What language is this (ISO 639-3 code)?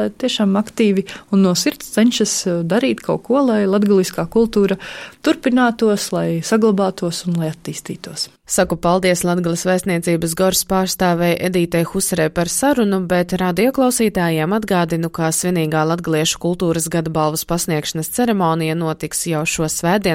lav